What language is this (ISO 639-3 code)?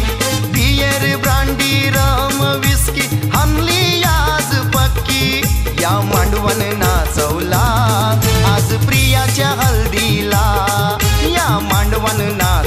mar